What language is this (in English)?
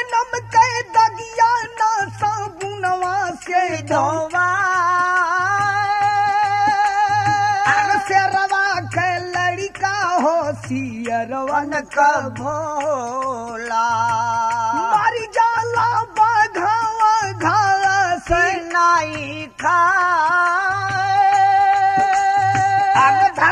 Bhojpuri